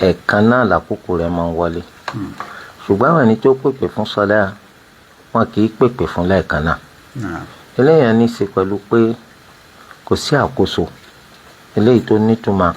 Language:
Yoruba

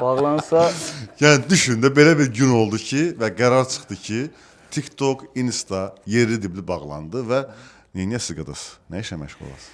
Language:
Azerbaijani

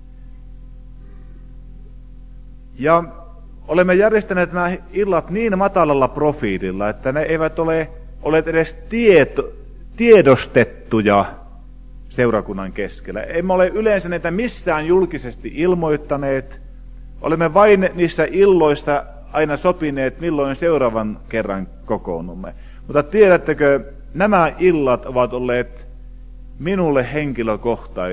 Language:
Finnish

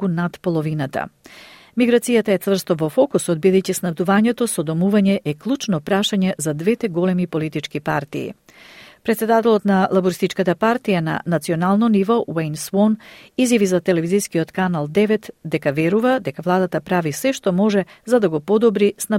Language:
Macedonian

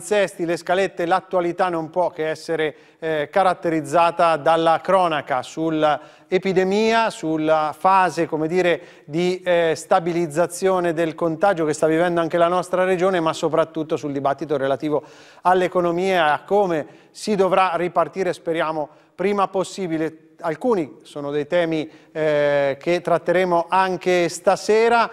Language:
Italian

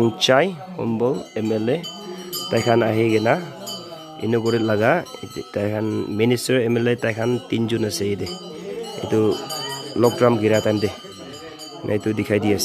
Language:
Naga Pidgin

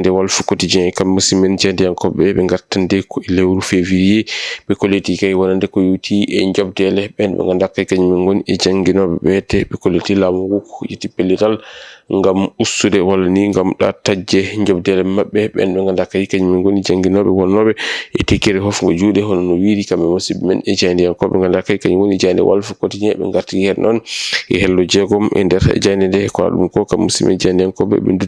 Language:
Fula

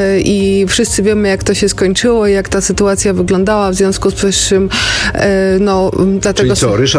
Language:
Polish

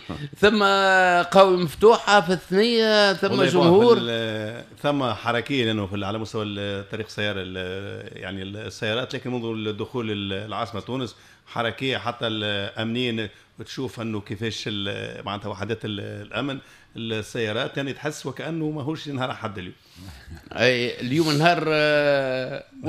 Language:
Tunisian Arabic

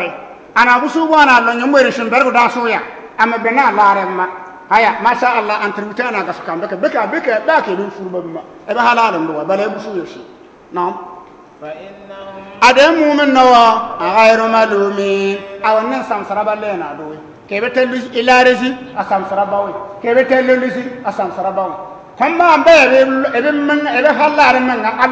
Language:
Bissa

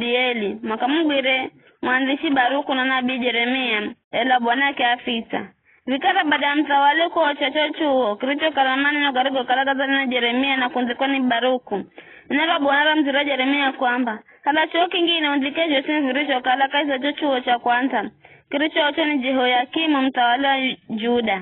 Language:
Giryama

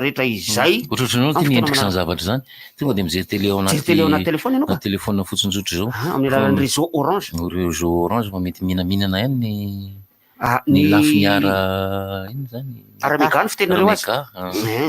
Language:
Malagasy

